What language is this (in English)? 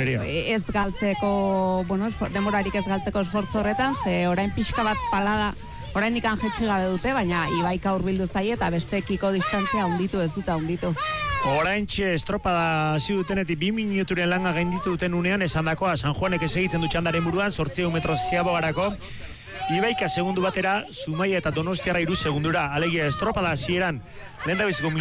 Basque